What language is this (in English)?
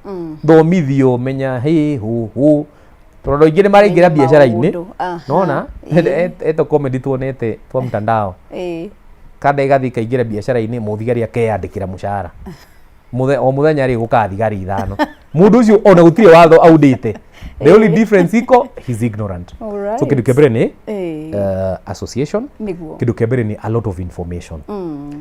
Kikuyu